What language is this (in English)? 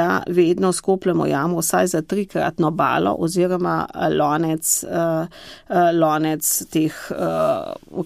Slovenian